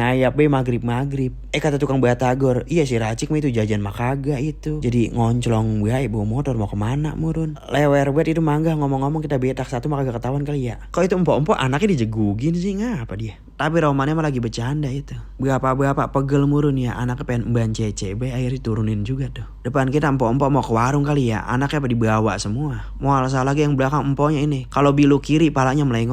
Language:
Betawi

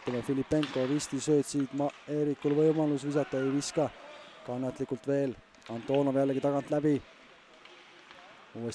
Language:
Estonian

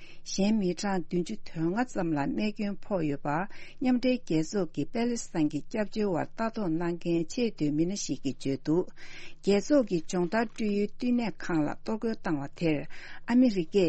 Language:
Tibetan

